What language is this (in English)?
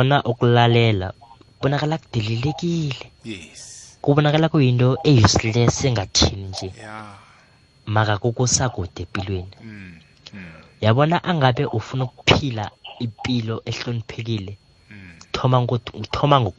South Ndebele